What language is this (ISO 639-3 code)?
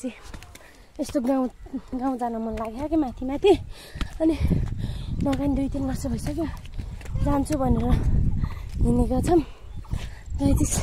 nep